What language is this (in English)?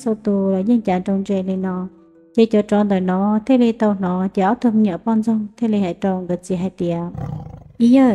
Hmong